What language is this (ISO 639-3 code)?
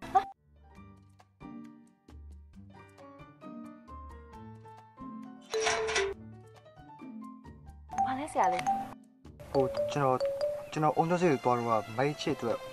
mya